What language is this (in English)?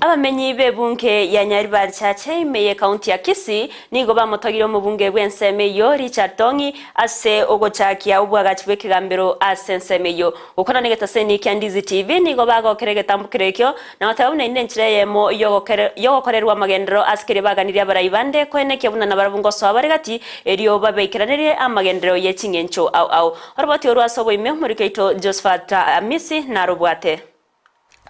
Gusii